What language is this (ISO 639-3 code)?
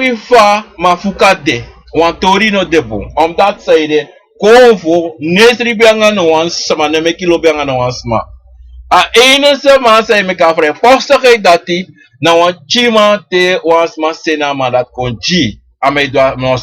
srn